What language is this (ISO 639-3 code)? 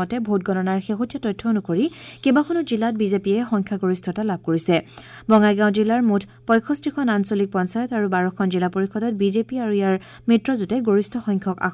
asm